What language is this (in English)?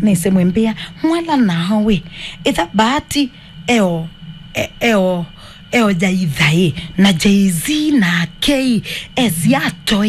Kamba